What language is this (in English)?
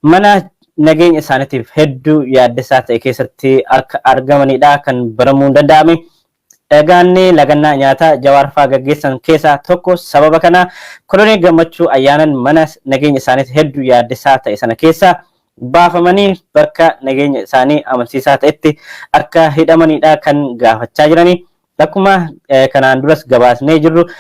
Oromo